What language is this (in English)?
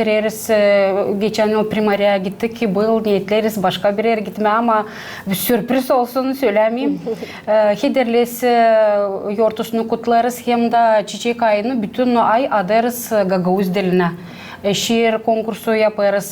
Gagauz